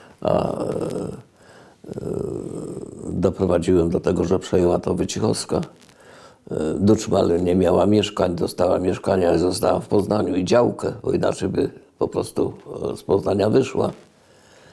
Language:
Polish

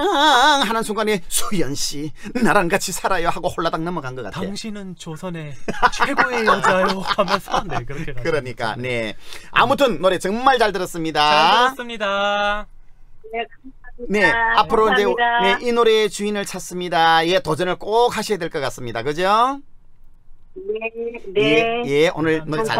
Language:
Korean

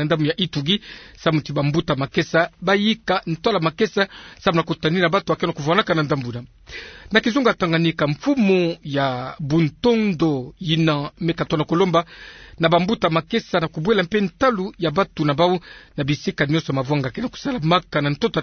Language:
Kituba (Democratic Republic of Congo)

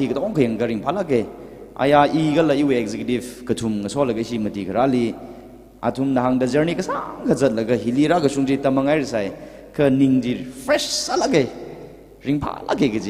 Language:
Tangkhul Naga (India)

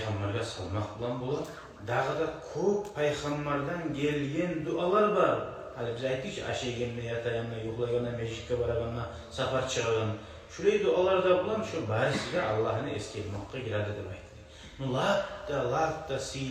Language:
Kumyk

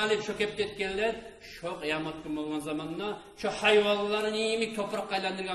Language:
Kumyk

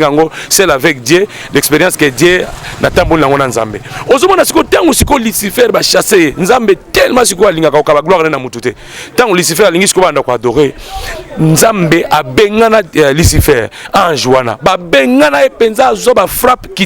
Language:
Lingala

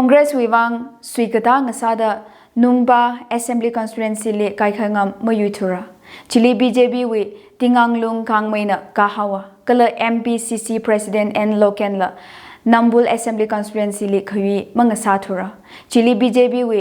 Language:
Tangkhul Naga (India)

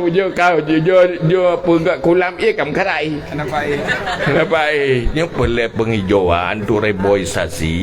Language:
Achinese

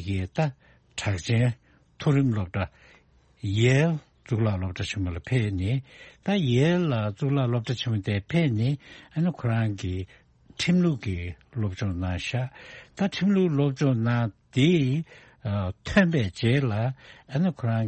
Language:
Tibetan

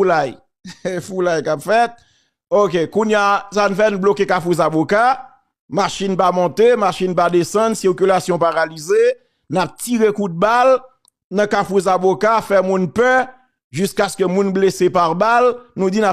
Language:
Haitian Creole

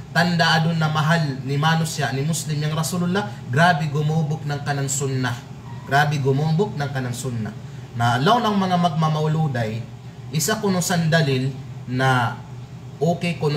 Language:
Kalagan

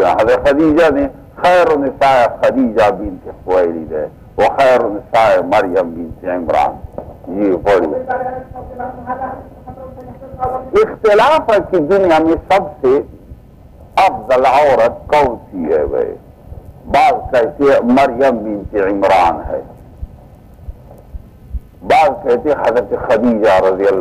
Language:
Urdu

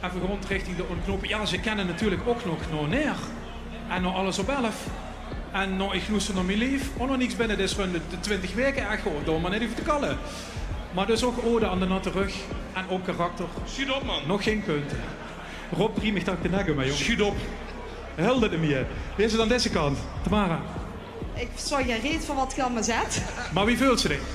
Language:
Limburgish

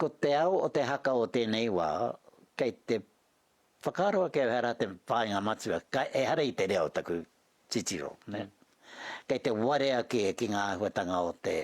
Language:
Māori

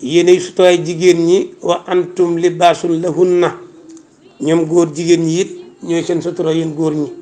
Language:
Wolof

